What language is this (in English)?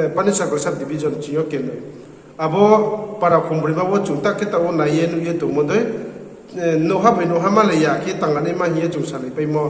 Riang (India)